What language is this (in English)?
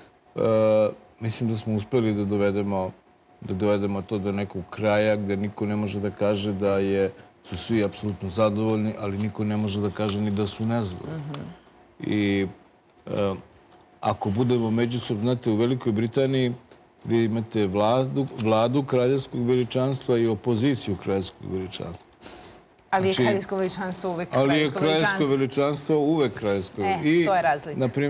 Serbian